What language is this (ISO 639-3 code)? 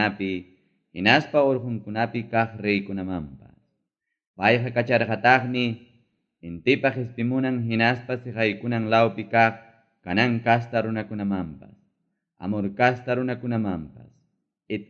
quy